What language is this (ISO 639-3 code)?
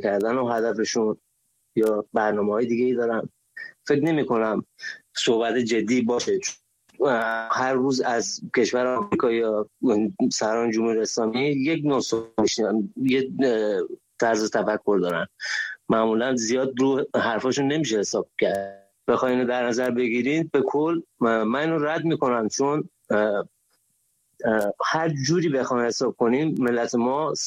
fas